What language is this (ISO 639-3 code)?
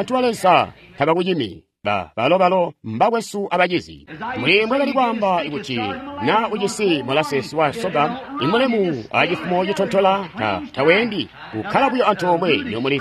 toi